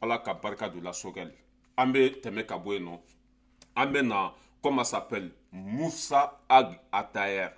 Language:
Bambara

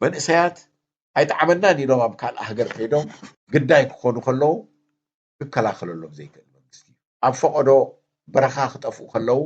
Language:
Tigrinya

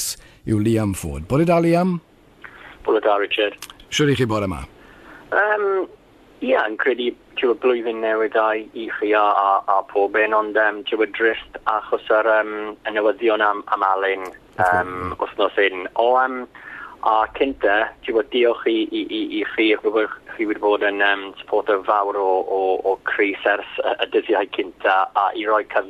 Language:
Welsh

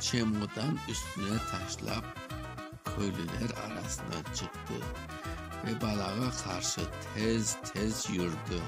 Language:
Crimean Tatar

